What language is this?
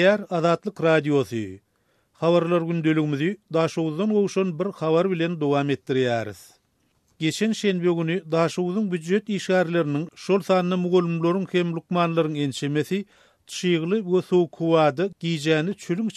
Turkmen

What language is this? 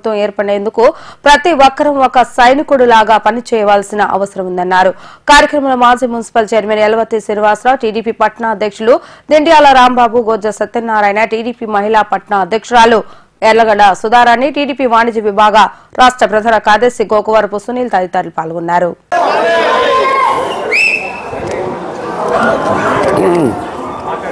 Telugu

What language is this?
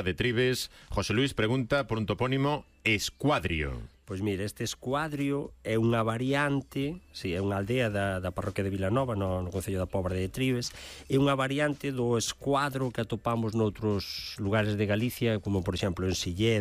Galician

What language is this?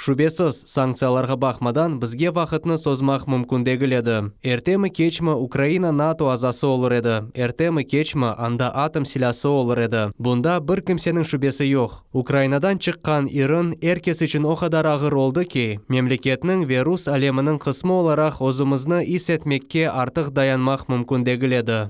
Crimean Tatar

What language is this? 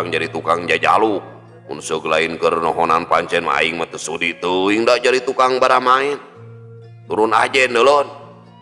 Sundanese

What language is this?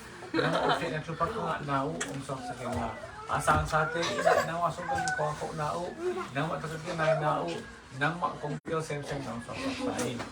Tedim Chin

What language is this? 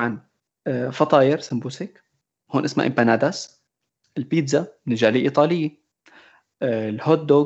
North Levantine Arabic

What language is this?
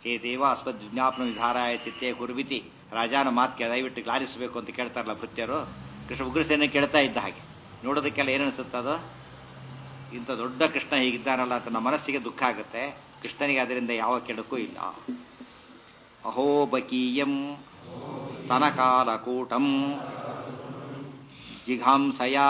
Kannada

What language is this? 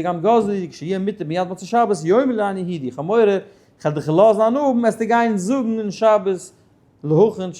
Yiddish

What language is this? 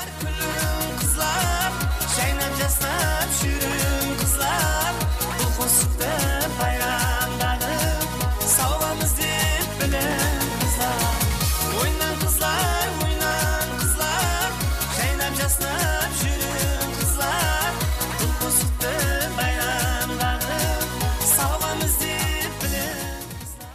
Kara-Kalpak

